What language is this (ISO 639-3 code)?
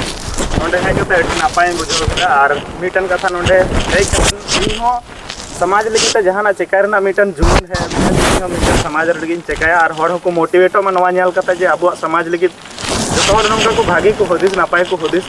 sat